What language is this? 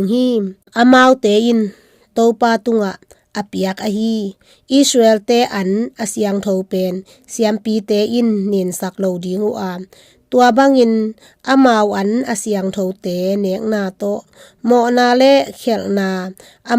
Tedim Chin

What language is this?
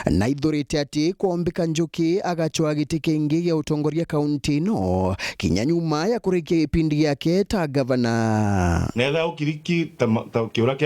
Meru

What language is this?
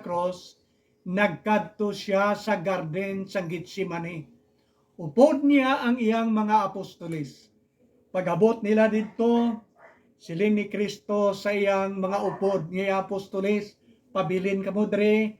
Hiligaynon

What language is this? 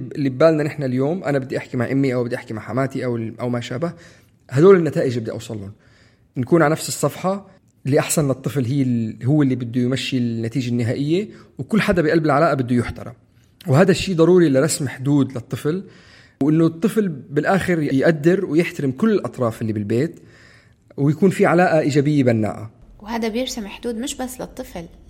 North Levantine Arabic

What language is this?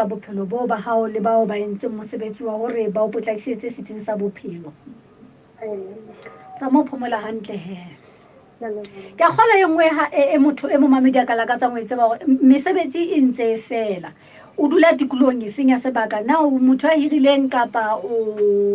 Southern Sotho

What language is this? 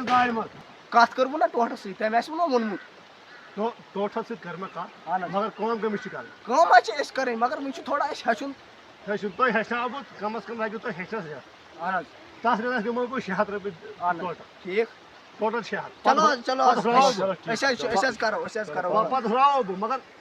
Kashmiri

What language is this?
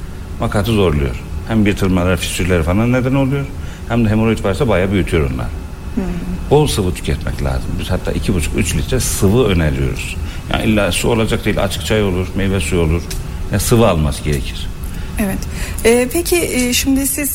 Turkish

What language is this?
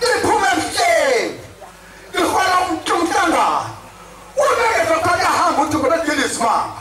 Zulu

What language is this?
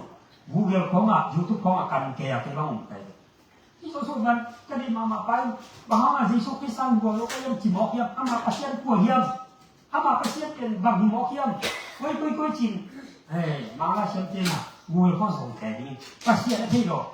Tedim Chin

